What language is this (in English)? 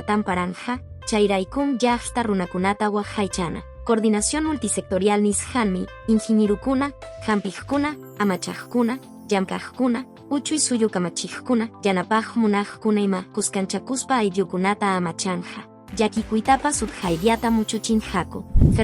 Quechua